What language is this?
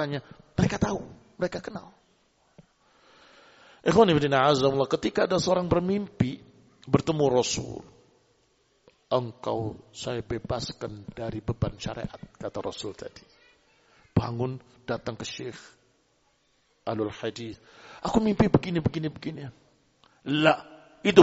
Indonesian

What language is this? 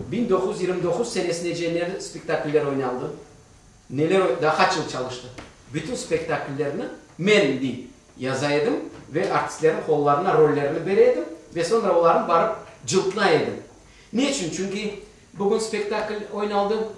Crimean Tatar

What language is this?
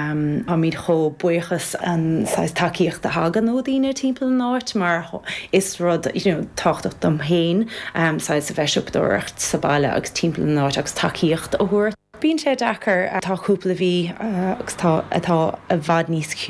Irish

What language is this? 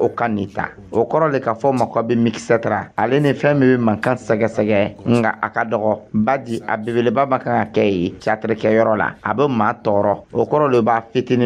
Dyula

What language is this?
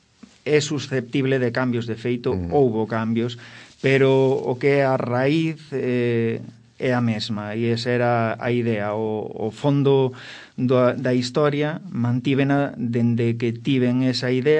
Galician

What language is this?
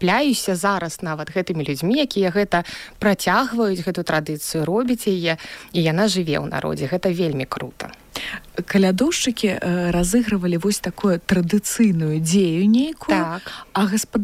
Belarusian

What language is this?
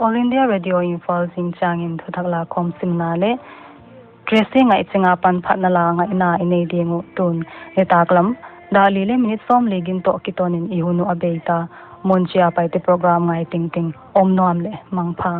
Paite Chin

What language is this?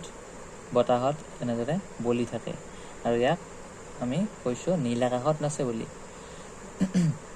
Assamese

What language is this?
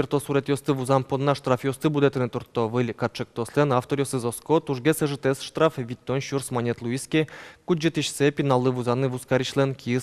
Udmurt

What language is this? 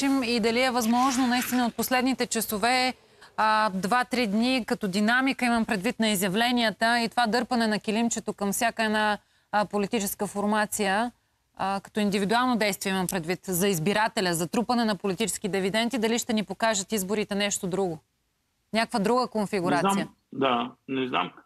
Bulgarian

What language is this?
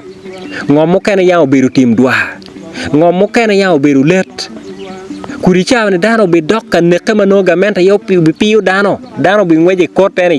Acoli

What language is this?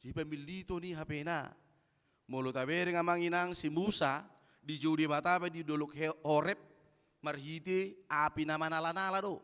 Batak Toba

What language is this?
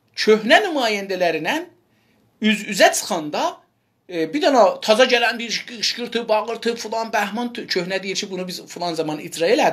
South Azerbaijani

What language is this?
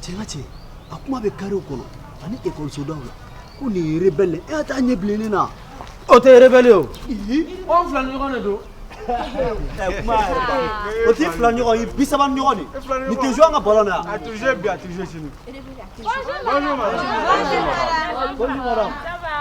Bambara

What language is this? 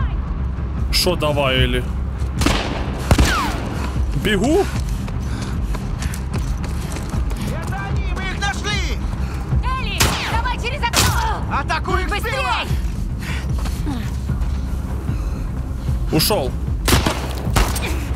Russian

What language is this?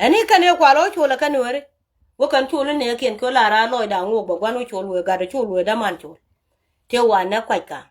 Nuer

